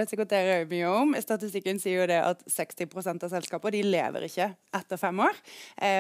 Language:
Norwegian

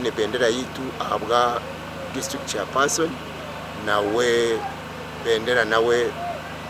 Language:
Nyankole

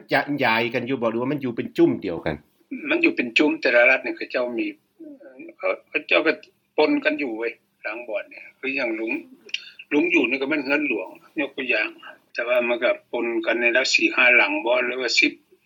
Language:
Lao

